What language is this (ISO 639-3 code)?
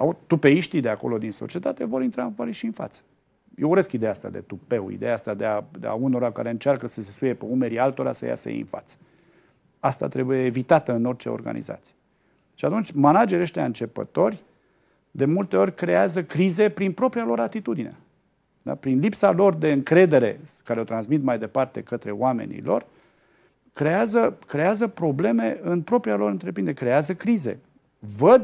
ron